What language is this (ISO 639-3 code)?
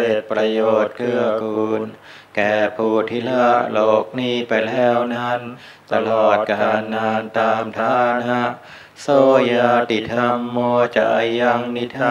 tha